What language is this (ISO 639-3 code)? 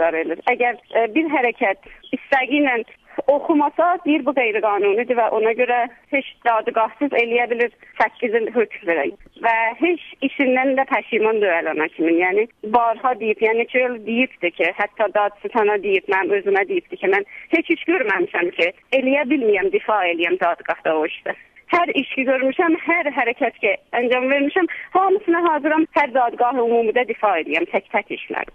azb